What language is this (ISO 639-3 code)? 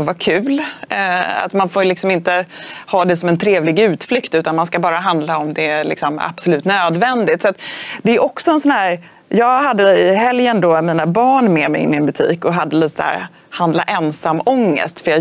swe